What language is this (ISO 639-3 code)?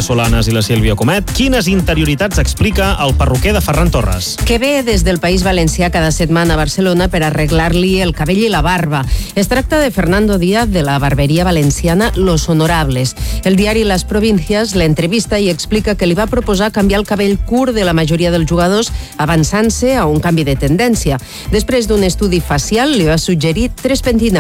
cat